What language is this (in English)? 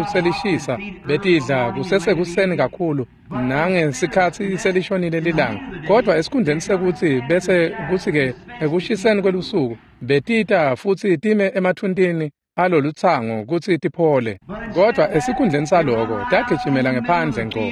Swati